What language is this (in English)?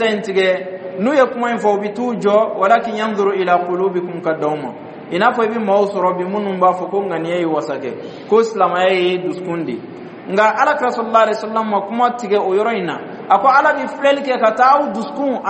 Dyula